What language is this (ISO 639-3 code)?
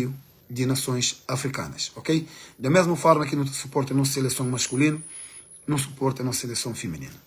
kea